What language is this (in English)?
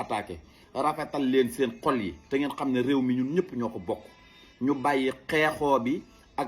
Wolof